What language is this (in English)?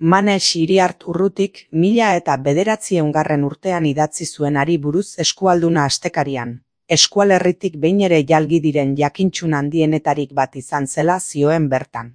Basque